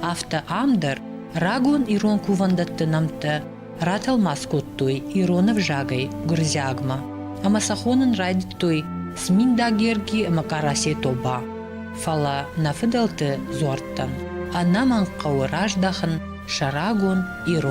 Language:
Ossetic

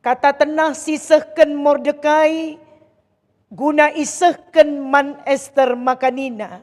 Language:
Batak Karo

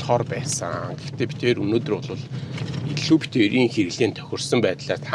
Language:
Mongolian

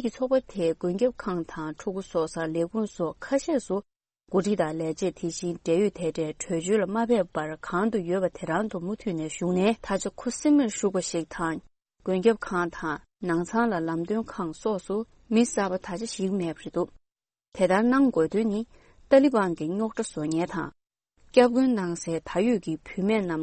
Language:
Tibetan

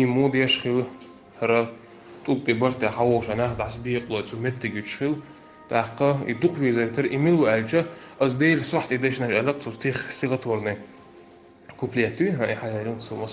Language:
Chechen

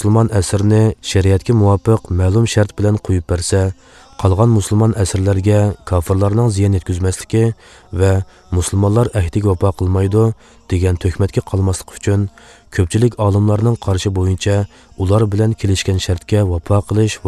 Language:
Uyghur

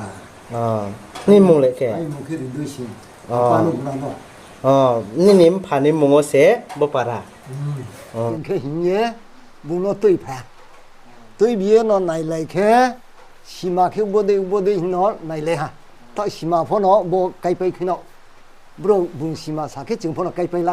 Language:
Riang (India)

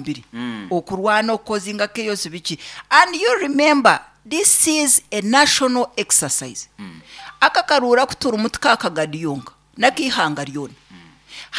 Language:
Nyankole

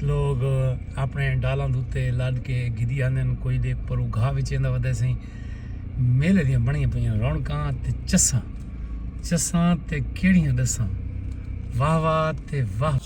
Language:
Saraiki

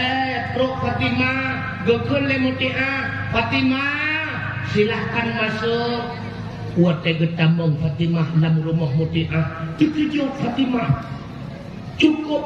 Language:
Achinese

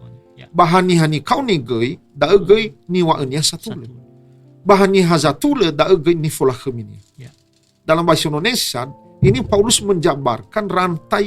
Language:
Nias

